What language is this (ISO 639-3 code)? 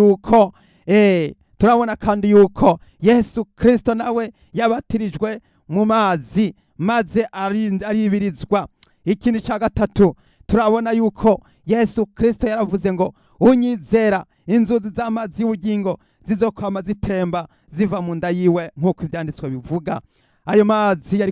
run